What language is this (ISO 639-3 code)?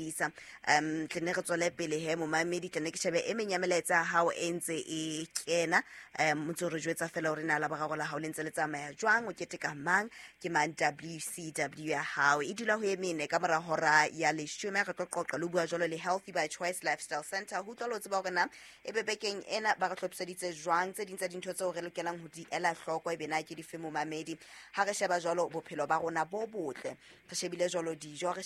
sot